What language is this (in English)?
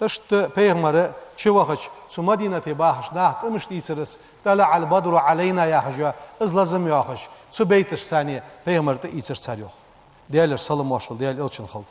Ingush